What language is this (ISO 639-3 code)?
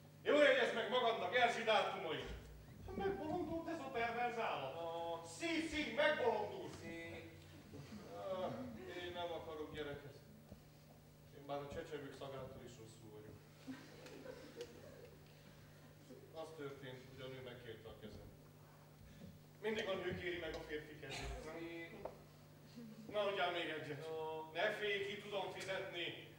hun